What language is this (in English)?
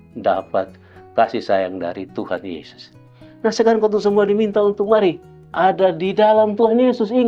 Kupang Malay